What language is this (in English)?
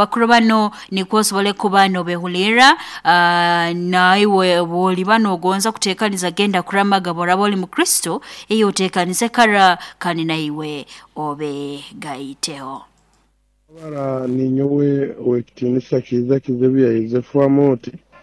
Nyoro